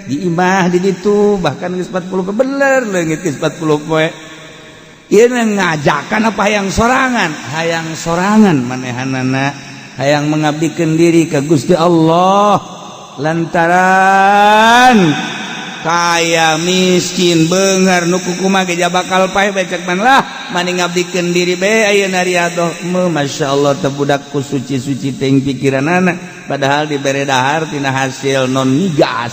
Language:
Sundanese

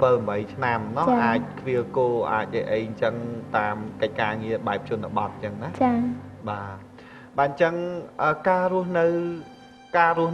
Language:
Khmer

